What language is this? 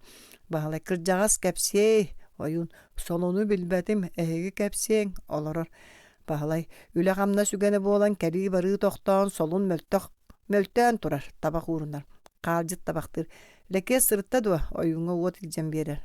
Yakut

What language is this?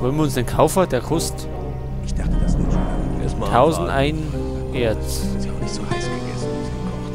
Bavarian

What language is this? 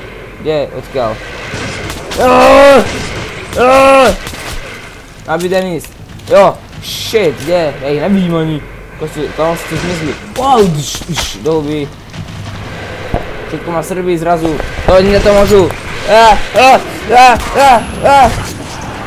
Slovak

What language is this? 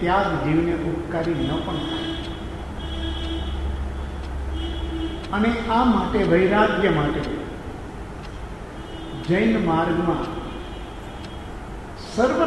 Gujarati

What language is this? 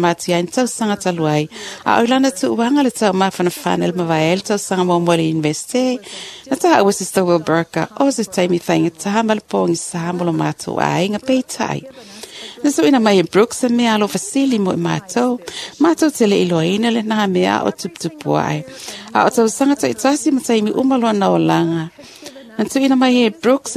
Samoan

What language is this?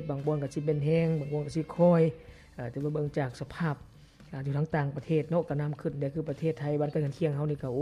Lao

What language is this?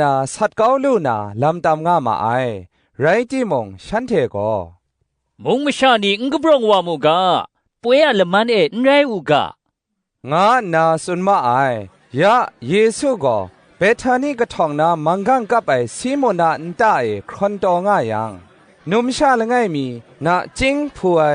Kachin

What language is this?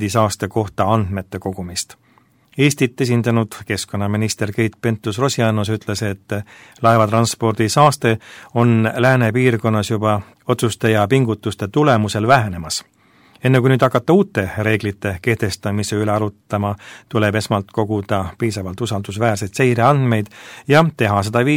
Estonian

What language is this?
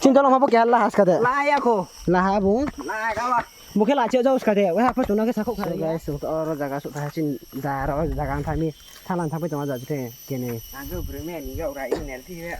Riang (India)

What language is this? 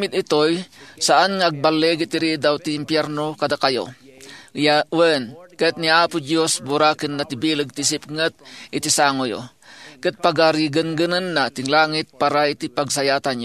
Iloko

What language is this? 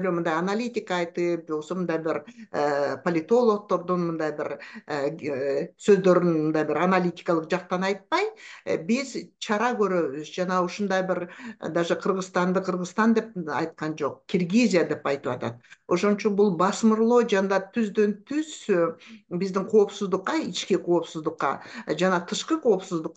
Kyrgyz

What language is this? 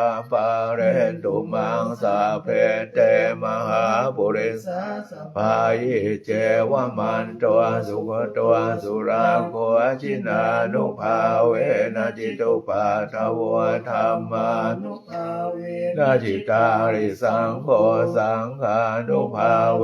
Pali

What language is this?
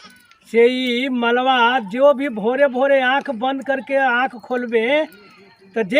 Magahi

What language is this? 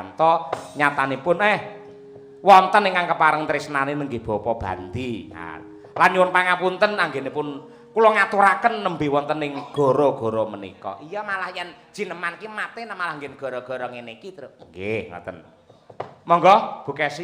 Javanese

